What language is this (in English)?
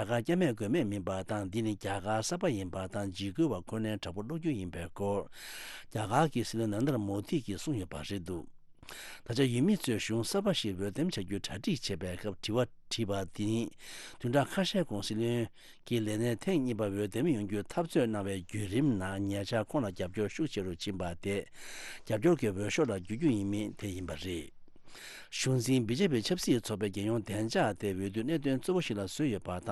Tibetan